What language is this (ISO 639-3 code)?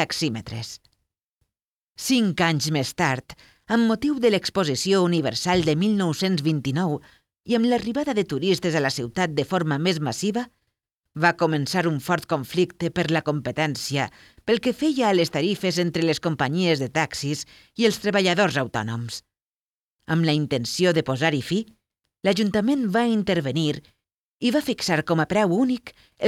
cat